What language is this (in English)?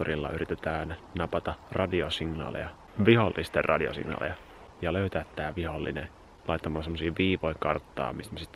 Finnish